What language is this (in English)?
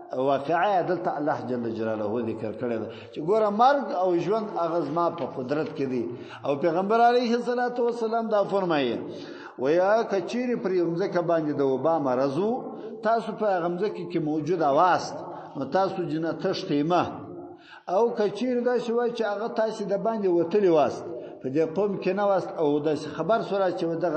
Pashto